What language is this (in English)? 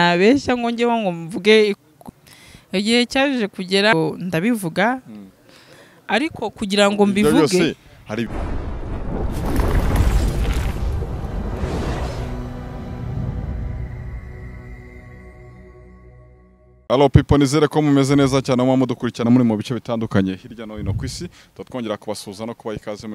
Kinyarwanda